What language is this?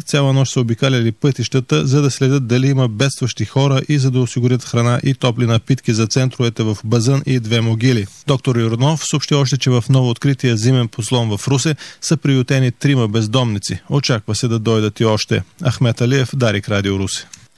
Bulgarian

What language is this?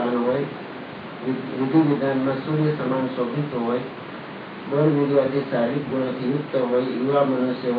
Gujarati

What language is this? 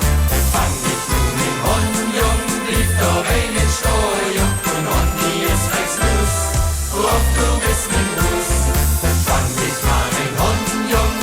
Limburgish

